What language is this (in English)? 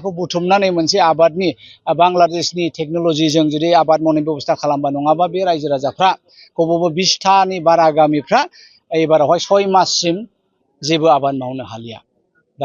Bodo